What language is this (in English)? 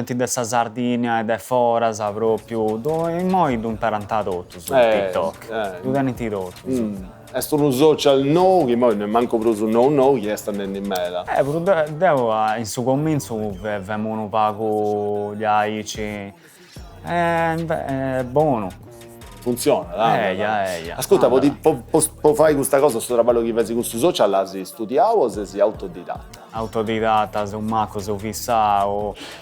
Sardinian